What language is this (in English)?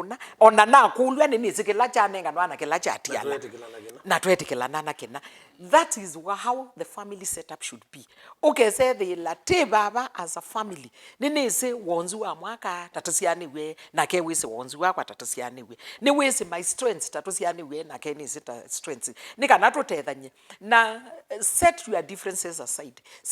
Kamba